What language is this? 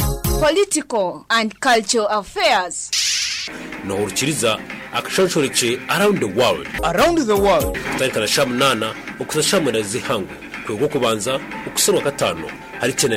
Kinyarwanda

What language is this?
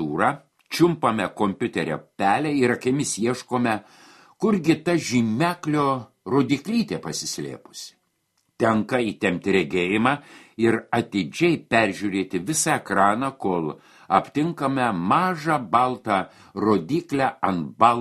Lithuanian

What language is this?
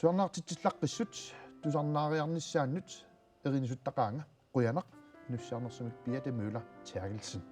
Kalaallisut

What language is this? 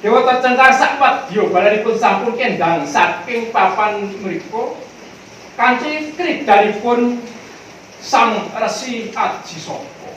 Javanese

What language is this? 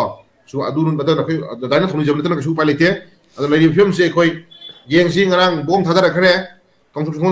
Manipuri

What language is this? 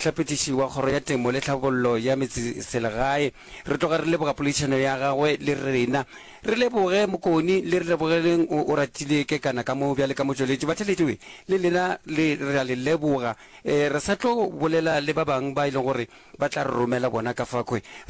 Northern Sotho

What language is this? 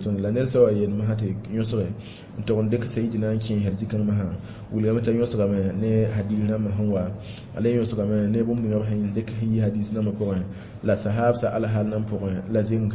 Mossi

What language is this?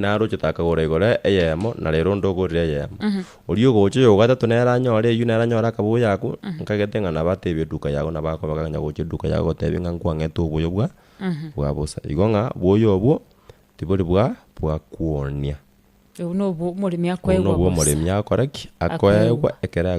Gusii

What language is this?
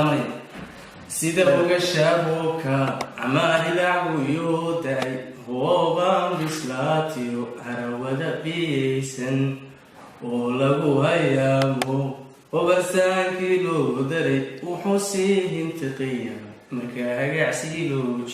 Somali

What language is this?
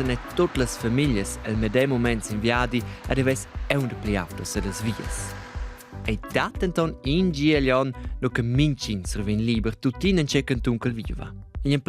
Romansh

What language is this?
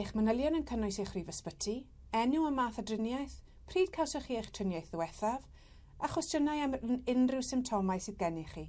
Welsh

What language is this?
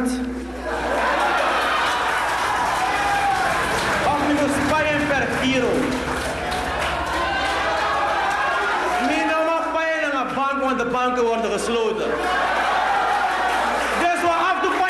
Dutch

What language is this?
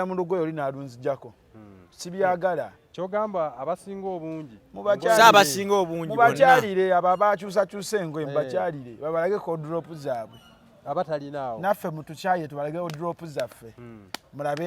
Ganda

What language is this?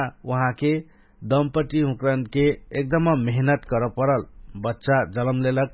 Dangaura Tharu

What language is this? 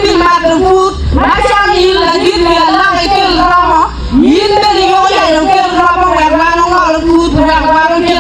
Acoli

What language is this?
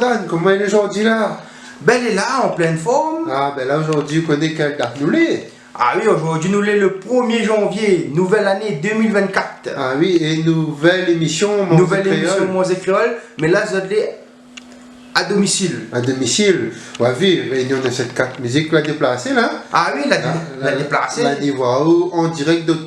Réunion Creole French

